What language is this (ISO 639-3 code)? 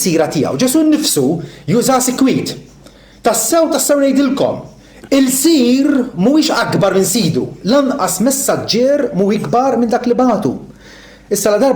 mlt